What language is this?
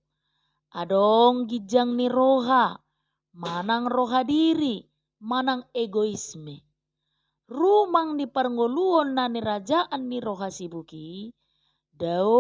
Batak Toba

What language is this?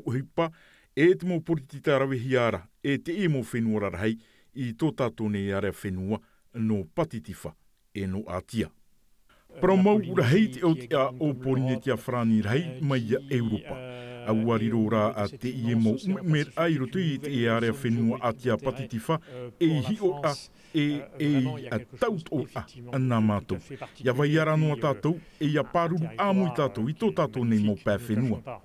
Tahitian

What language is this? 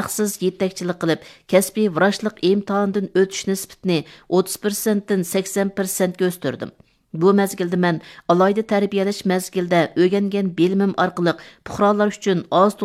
Uyghur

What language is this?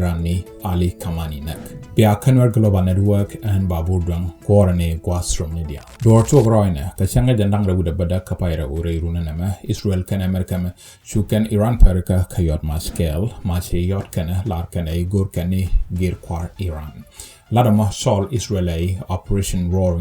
Nuer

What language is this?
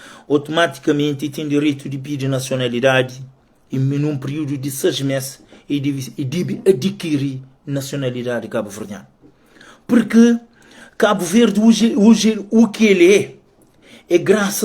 Kabuverdianu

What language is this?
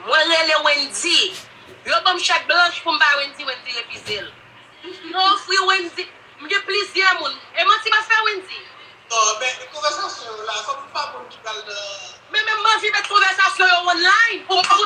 Haitian Creole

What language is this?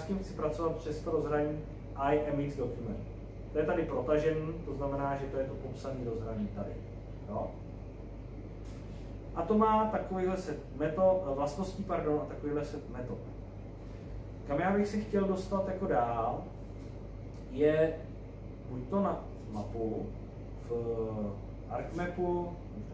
Czech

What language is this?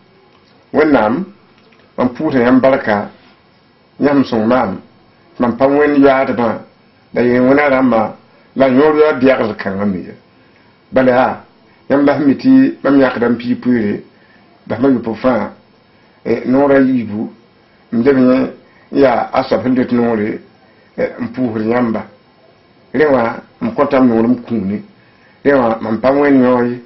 Mossi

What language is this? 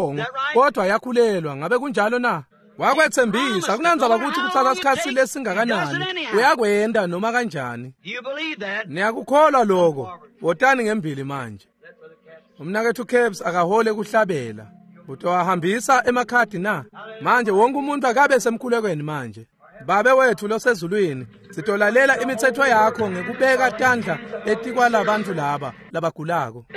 Swati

